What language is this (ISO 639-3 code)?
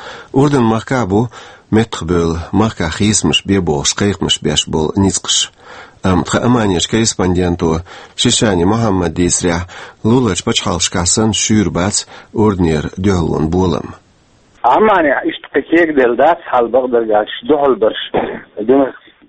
che